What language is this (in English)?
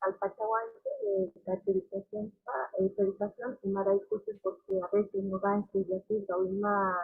Quechua